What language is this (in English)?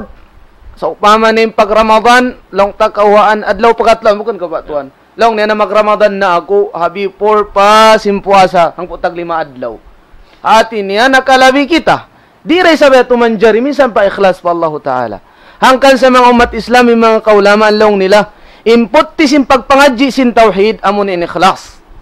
Tausug